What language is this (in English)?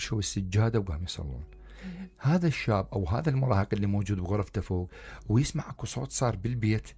Mesopotamian Arabic